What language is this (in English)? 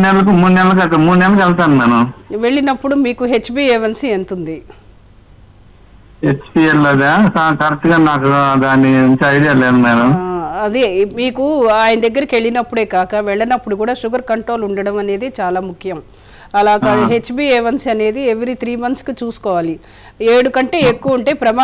Telugu